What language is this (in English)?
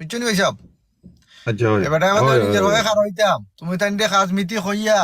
Sylheti